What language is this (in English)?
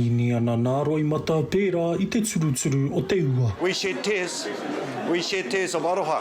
Māori